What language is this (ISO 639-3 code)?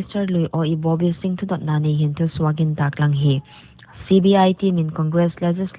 pck